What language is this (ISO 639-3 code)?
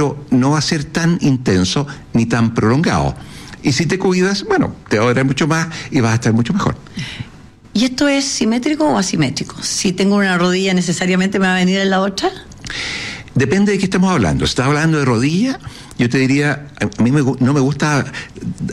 spa